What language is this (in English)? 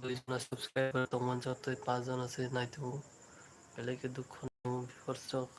Kok Borok